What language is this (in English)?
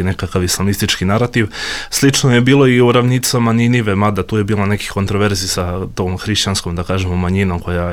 Bosnian